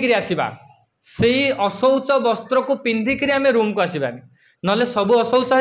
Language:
Odia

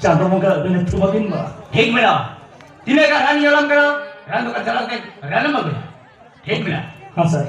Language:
Santali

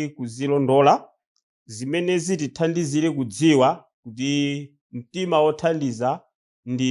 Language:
Nyanja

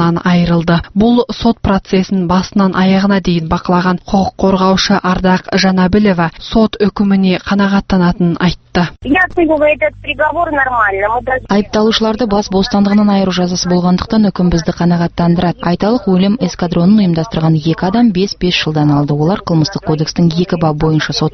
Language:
Kazakh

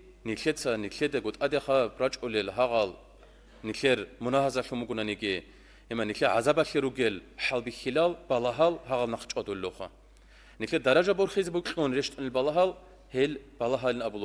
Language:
Avaric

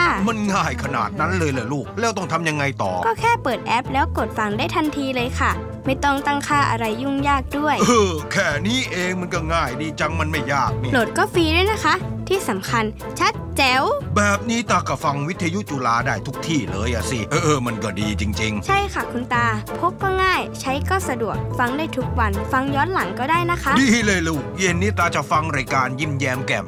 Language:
Thai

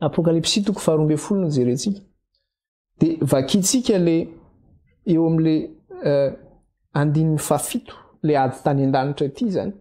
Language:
Malagasy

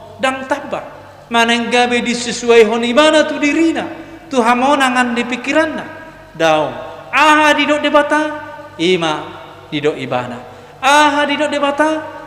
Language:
Batak Toba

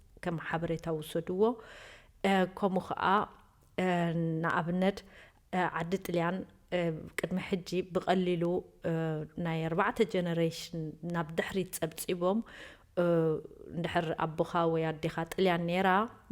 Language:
Tigrinya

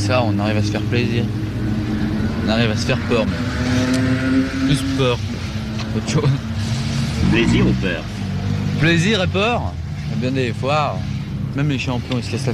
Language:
French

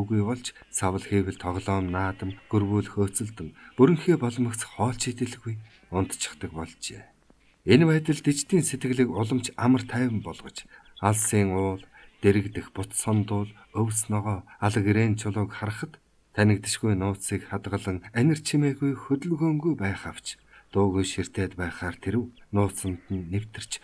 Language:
Mongolian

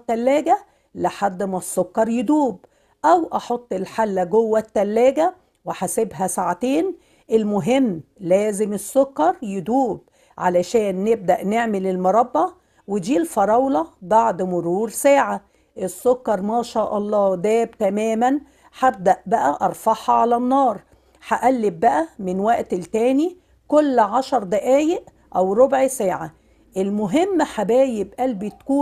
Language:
Egyptian Arabic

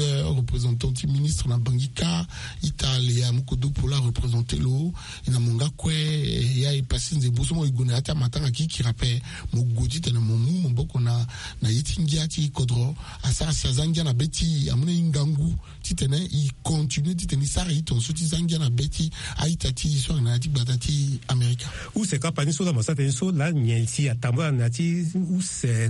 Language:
Sango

